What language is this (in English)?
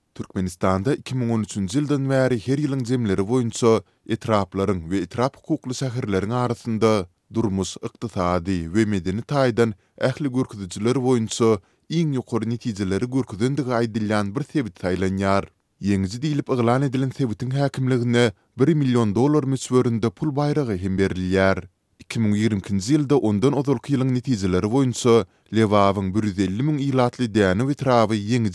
Turkmen